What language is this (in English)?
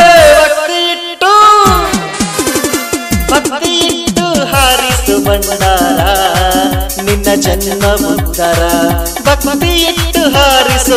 Kannada